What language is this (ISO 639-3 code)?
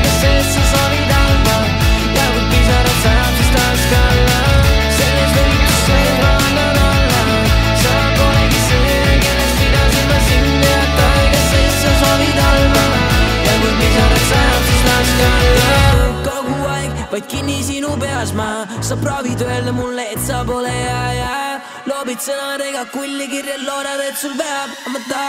est